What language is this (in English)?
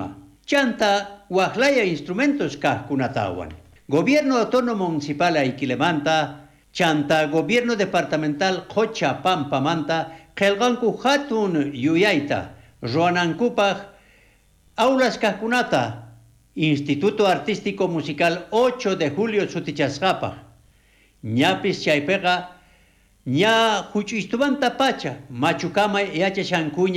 South Bolivian Quechua